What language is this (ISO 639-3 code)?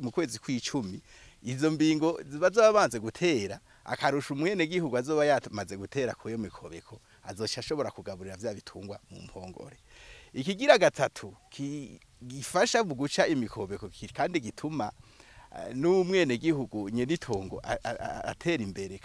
run